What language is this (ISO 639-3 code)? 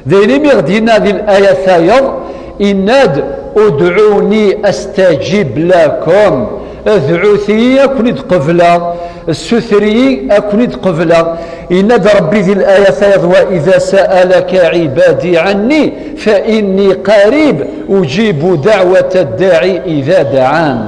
kab